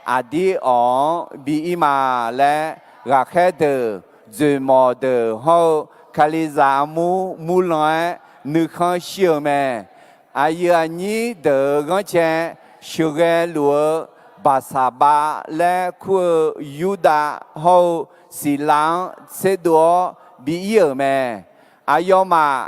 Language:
Akha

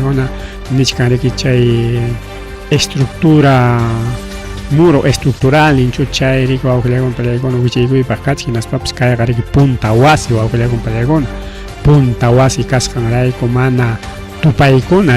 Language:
Ayacucho Quechua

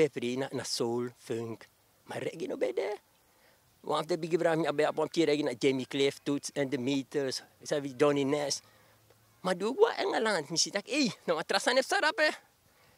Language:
Sranan Tongo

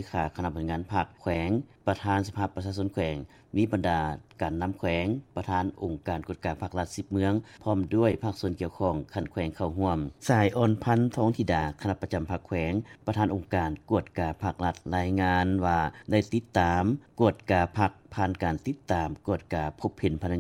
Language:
Lao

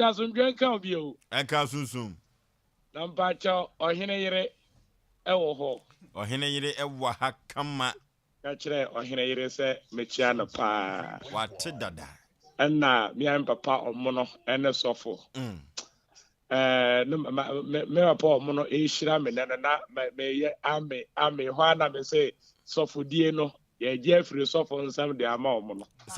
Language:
Akan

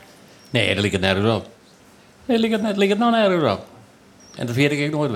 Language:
Western Frisian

